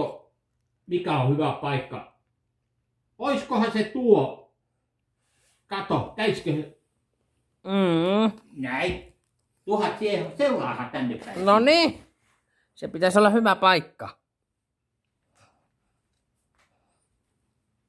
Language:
Finnish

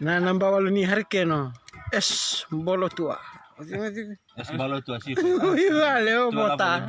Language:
Fijian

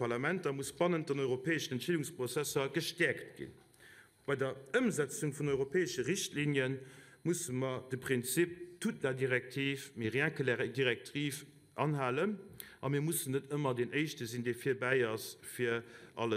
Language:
Luxembourgish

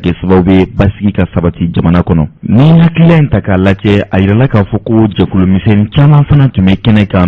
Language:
Bambara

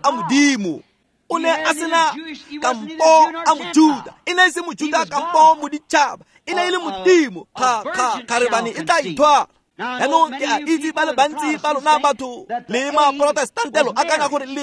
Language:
Tswana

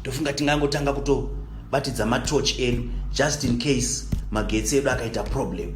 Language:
Shona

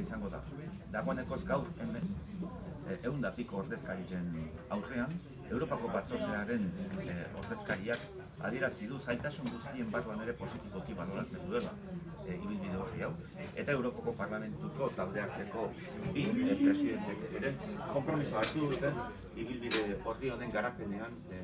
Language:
Basque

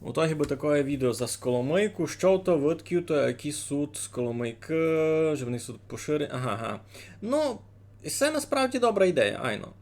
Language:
Rusyn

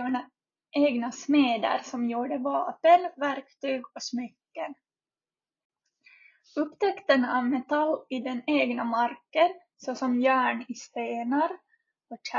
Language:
Swedish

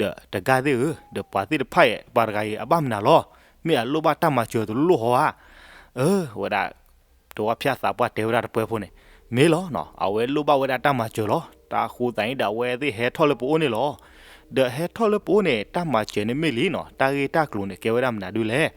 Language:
S'gaw Karen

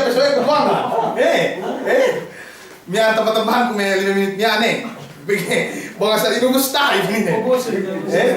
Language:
Yakan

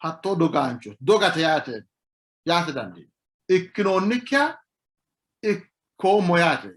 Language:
Sidamo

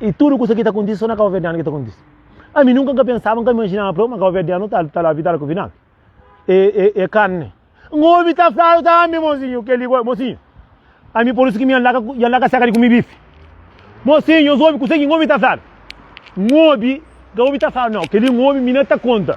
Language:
Kabuverdianu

